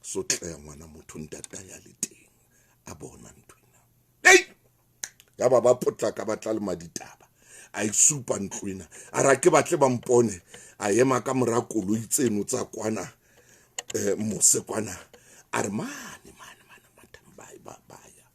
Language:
Southern Sotho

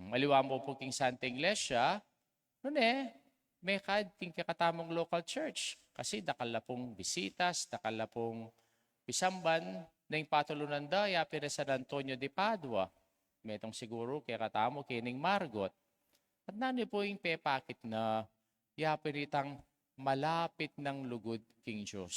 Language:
Pampanga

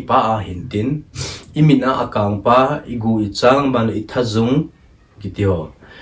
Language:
Thado Chin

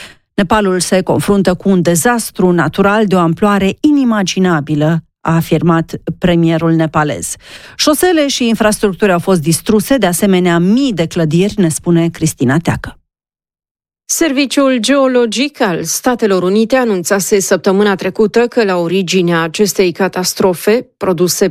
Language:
Romanian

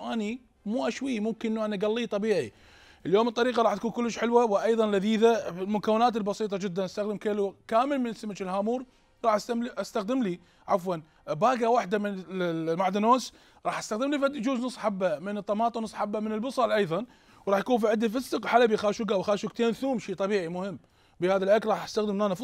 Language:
Mesopotamian Arabic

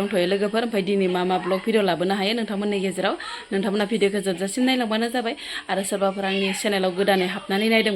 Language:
Bodo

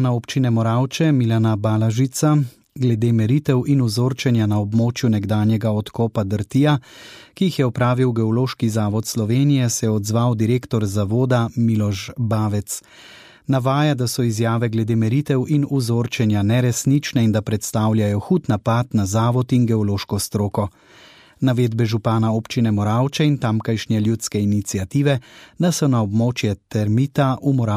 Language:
Slovenian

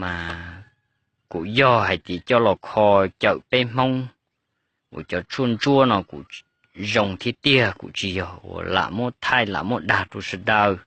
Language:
Hmong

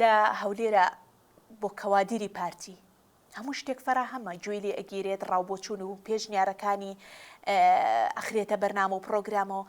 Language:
Central Kurdish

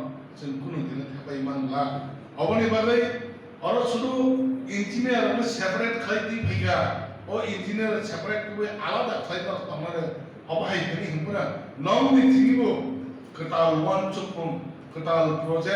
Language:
Kok Borok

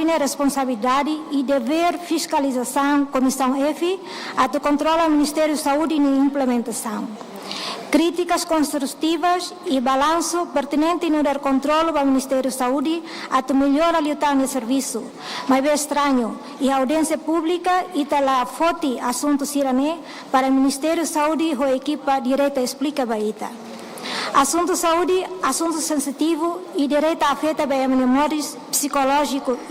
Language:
Tetum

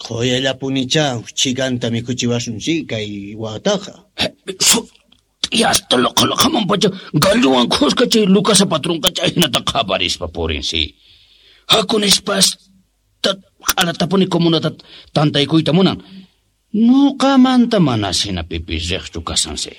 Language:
South Bolivian Quechua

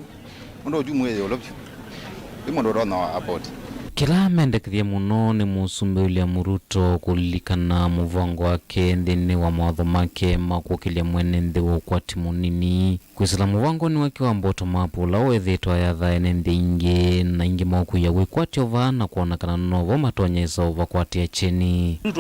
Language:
Kamba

